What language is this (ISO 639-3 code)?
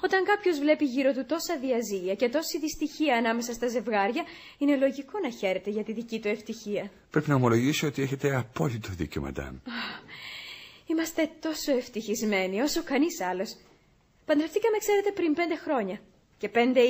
ell